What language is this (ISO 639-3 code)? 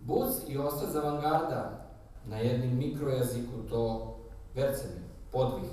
rue